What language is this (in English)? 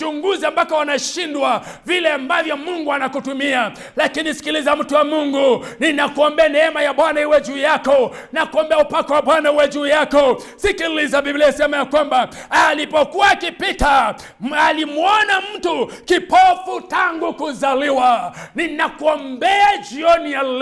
Swahili